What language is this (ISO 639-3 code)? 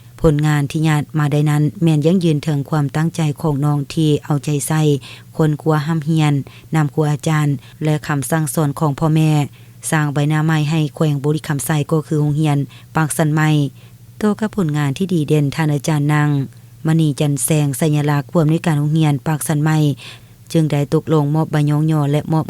lao